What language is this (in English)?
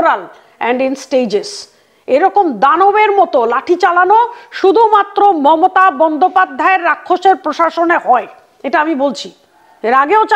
Bangla